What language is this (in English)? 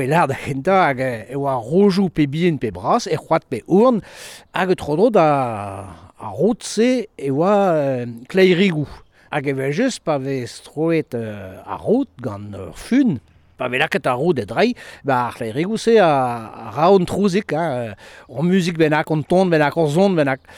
Breton